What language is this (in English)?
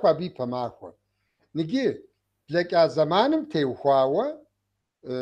Kabardian